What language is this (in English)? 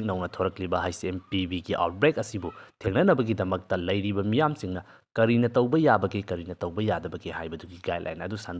Manipuri